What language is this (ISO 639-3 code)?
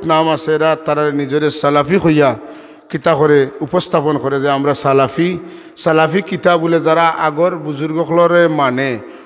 syl